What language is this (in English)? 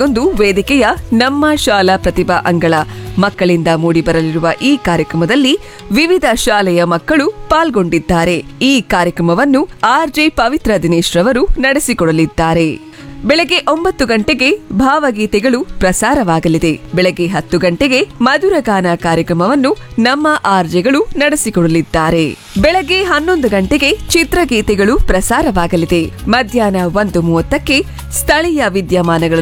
Kannada